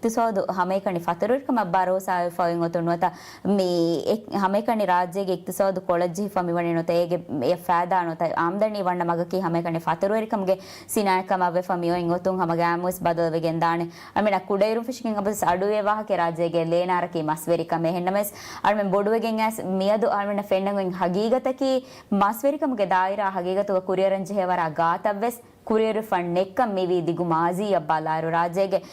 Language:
Divehi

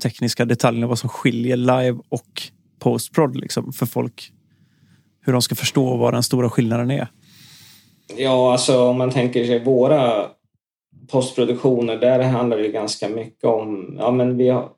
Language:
Swedish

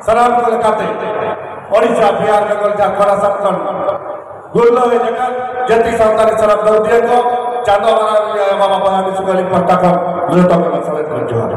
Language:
Santali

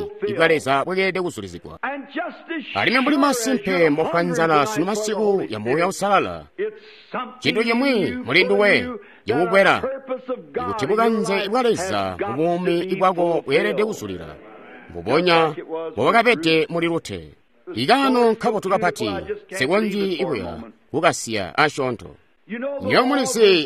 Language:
Tonga (Zambia)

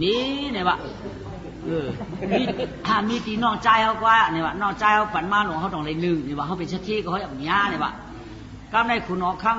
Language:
Shan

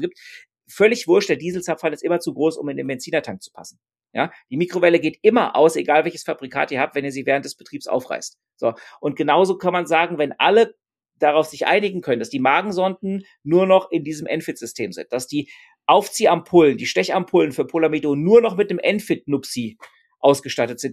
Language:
German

